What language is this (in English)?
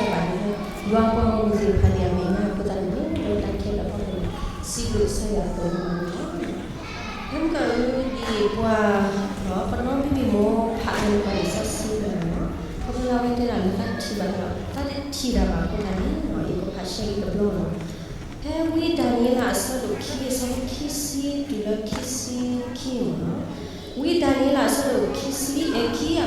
S'gaw Karen